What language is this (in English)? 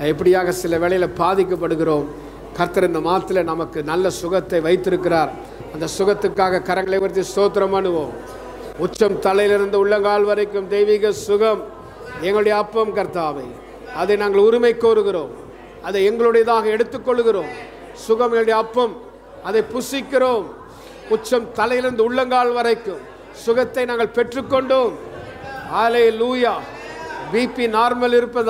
Tamil